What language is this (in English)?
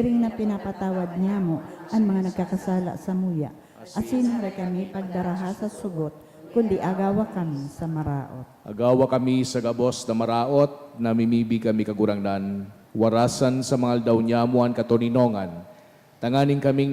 Bikol